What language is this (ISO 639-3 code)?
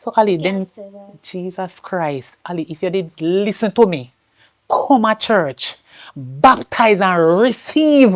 jam